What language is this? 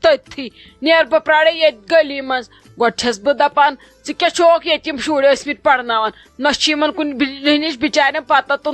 Kashmiri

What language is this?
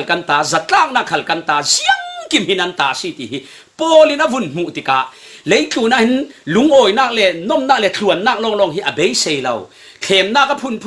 Falam Chin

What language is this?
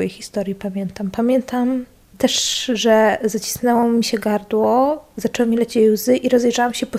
Polish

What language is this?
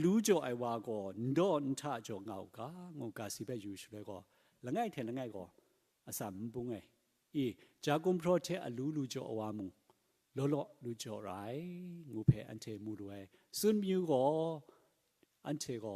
Kachin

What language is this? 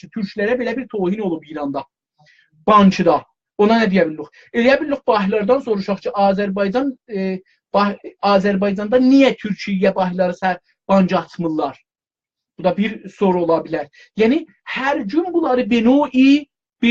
South Azerbaijani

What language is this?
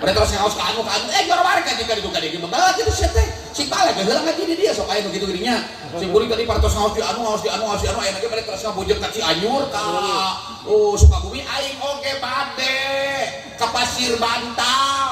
Sundanese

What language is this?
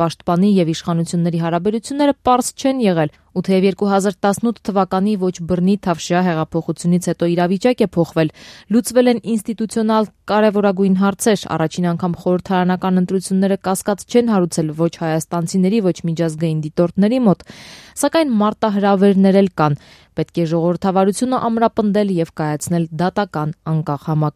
Armenian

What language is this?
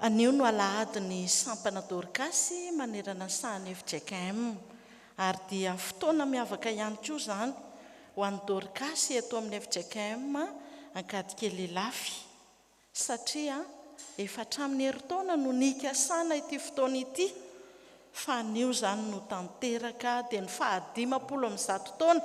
Malagasy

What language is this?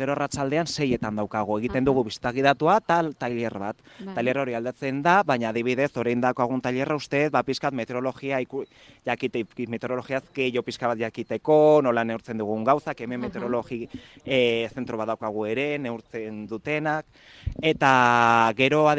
Basque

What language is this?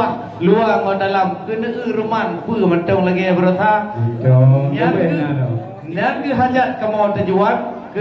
Achinese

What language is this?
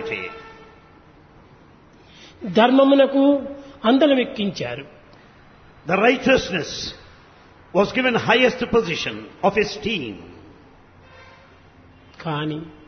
Telugu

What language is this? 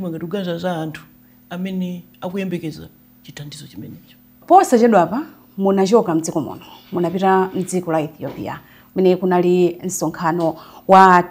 Nyanja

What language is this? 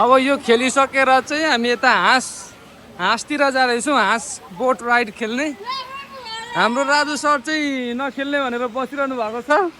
Nepali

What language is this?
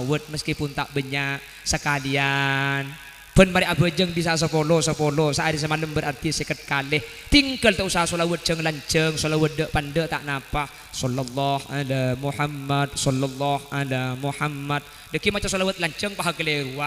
Madurese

